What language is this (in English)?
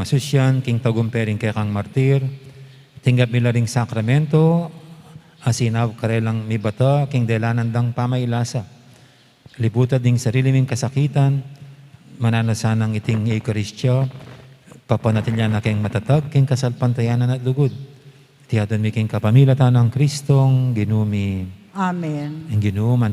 Pampanga